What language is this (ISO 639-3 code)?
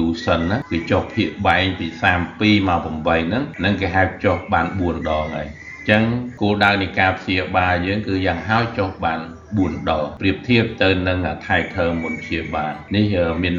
khm